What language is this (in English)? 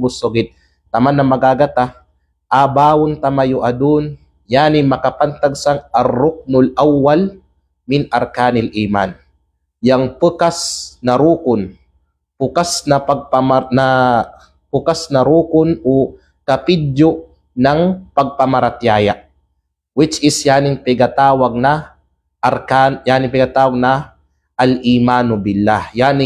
Kalagan